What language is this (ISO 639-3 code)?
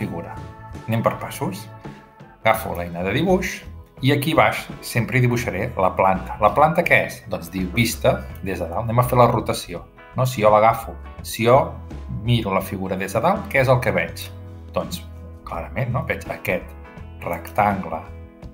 cat